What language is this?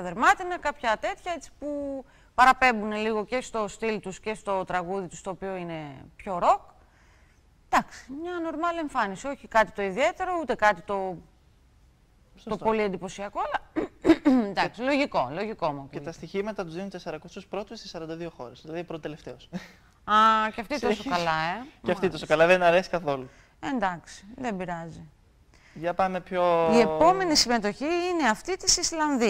Greek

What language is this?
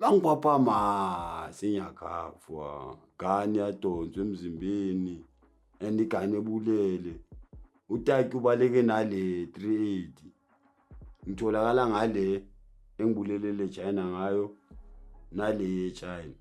Zulu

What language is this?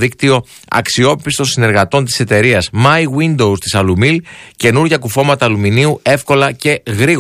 Greek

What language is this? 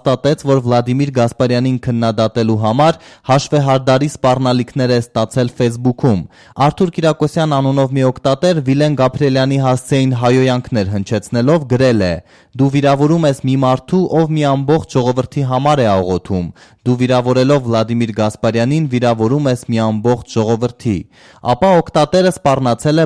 Armenian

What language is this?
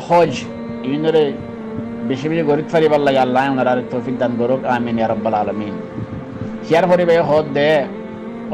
Rohingya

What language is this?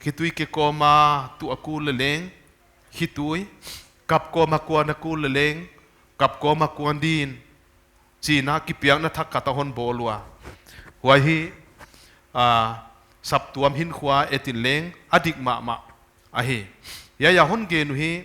Paite Chin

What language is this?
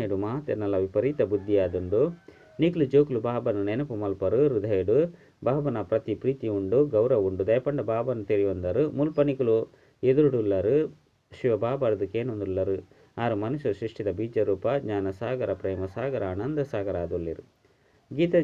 Tulu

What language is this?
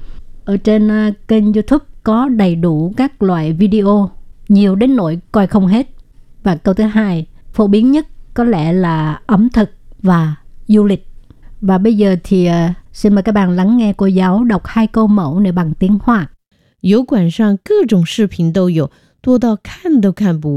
Vietnamese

